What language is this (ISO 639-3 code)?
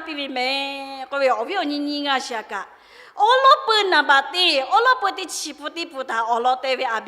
lhu